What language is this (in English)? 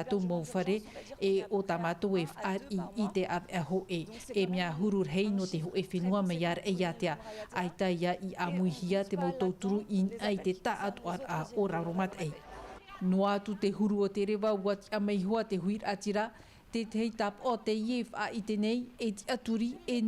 Tahitian